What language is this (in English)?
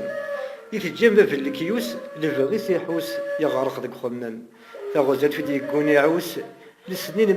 Kabyle